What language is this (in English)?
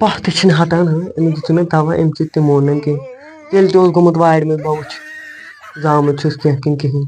Kashmiri